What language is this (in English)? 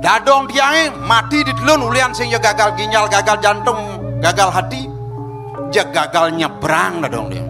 Balinese